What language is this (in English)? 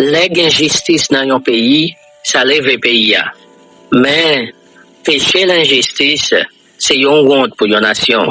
Haitian Creole